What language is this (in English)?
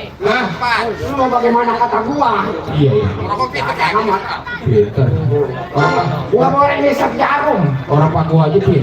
Betawi